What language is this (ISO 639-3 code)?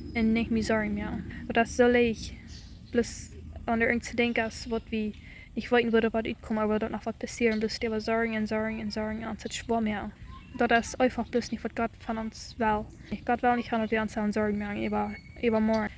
pdt